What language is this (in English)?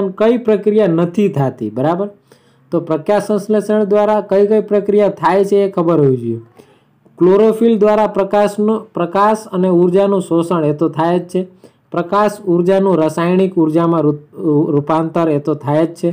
Gujarati